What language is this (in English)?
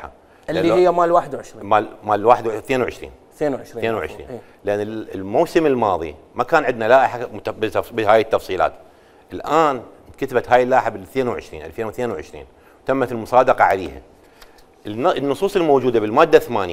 Mesopotamian Arabic